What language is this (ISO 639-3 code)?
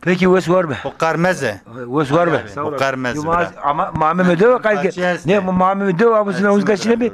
zza